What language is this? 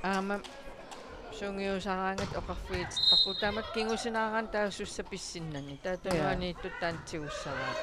Kalaallisut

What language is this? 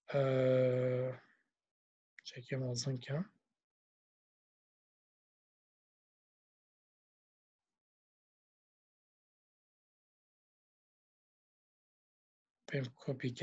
Persian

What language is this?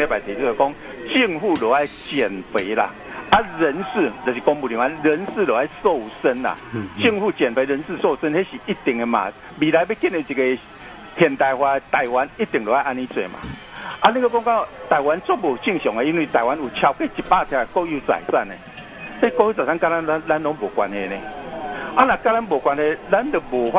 Min Nan Chinese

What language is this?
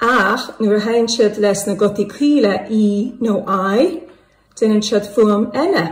Irish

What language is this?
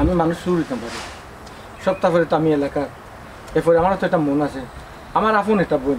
Sylheti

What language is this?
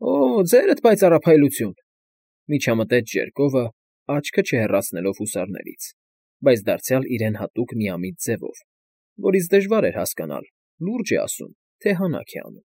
Armenian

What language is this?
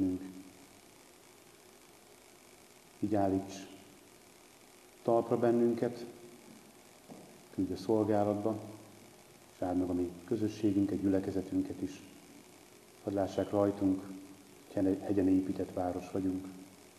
Hungarian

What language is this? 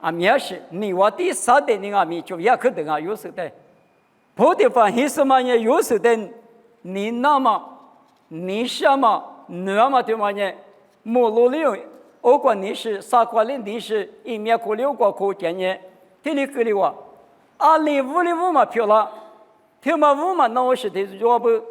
Lisu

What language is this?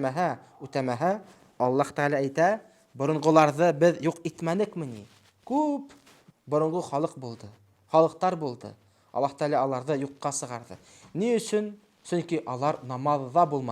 Bashkir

